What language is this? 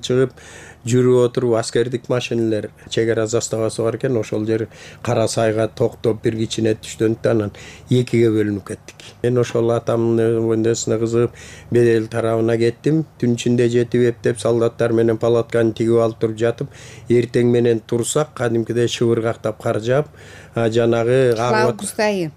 Kyrgyz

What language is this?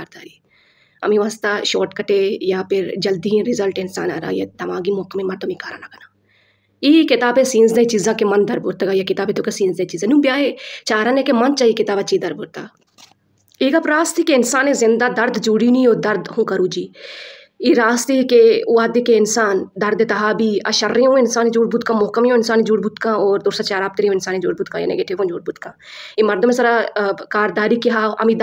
Baluchi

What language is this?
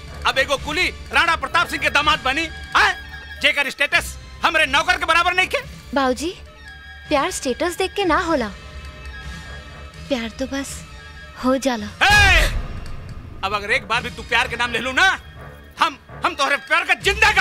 Bhojpuri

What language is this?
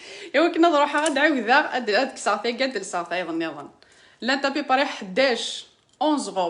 Kabyle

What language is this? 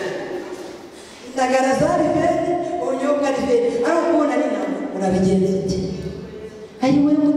Kinyarwanda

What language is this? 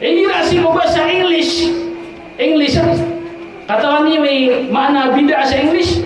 Maranao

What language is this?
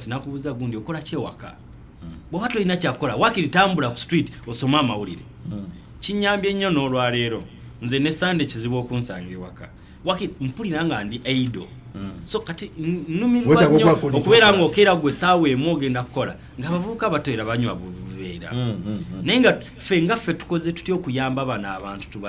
Ganda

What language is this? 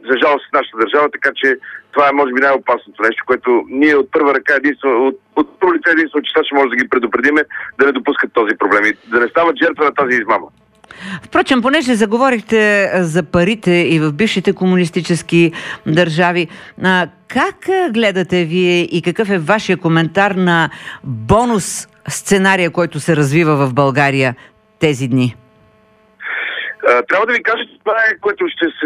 Bulgarian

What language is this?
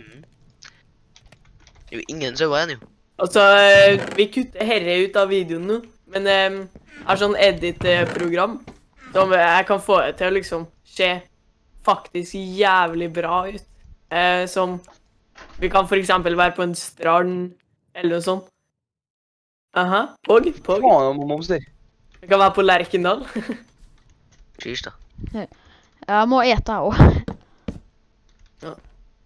Norwegian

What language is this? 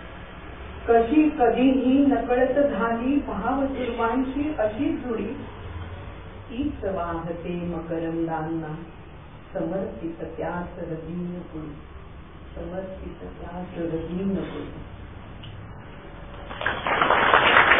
Marathi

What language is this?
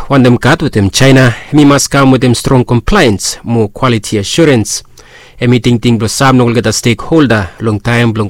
Bislama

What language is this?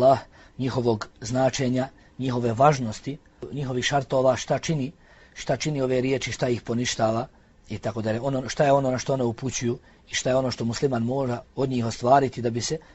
Bosnian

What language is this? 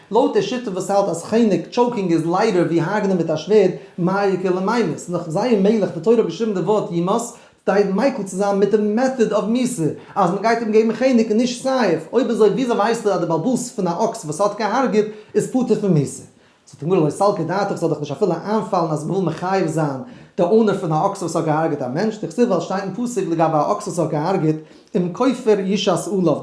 Yiddish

